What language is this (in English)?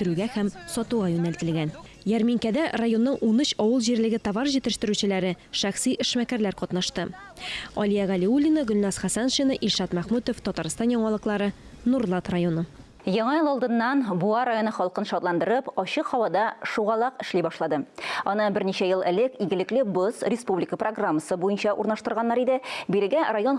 Tatar